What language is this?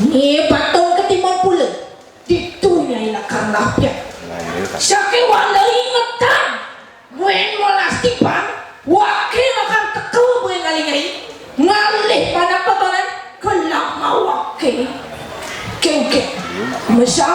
Balinese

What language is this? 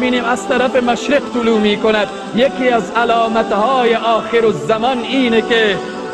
Tajik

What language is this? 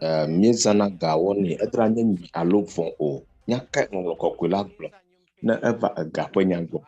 Ewe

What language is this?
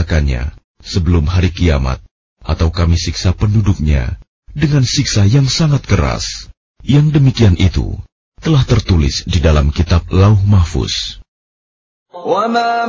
Indonesian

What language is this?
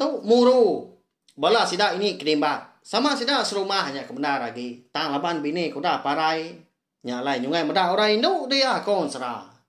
Iban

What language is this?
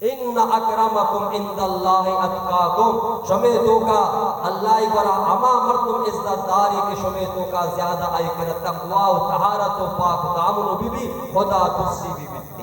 Baluchi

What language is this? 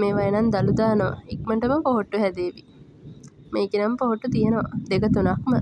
Sinhala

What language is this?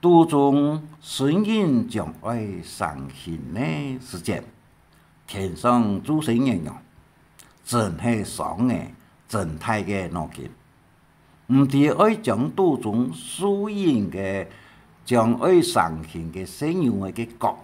Hakka Chinese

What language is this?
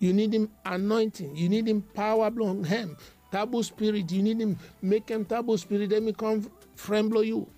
Bislama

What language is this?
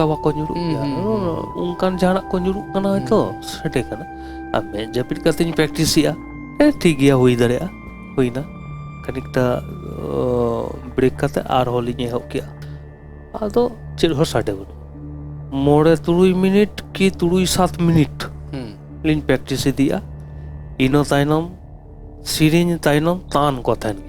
Santali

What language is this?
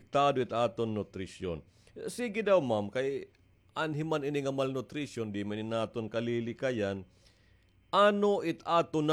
Waray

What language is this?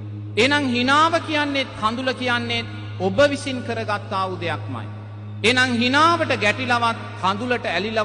Sinhala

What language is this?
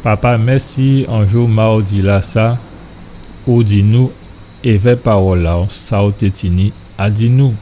Guadeloupean Creole French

